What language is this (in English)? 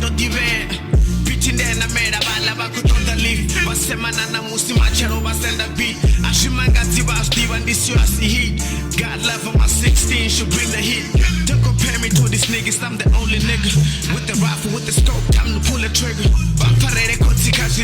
Venda